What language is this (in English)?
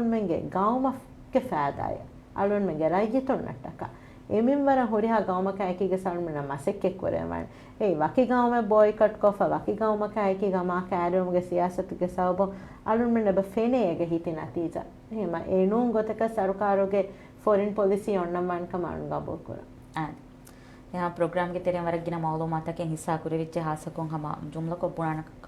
Divehi